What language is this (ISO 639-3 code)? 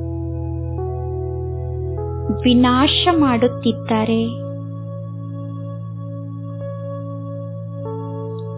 kan